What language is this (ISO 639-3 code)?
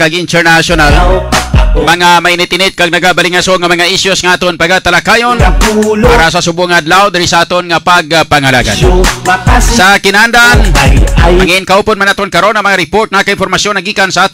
hil